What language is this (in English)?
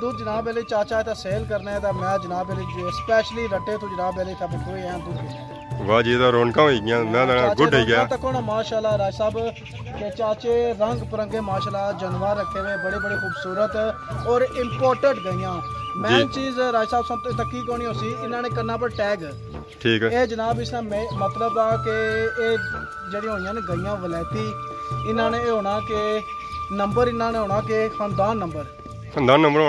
Pahari-Potwari